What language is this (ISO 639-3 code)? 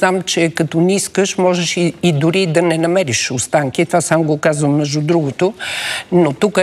bul